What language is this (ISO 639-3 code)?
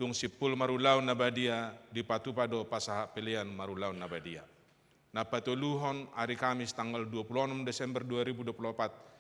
bbc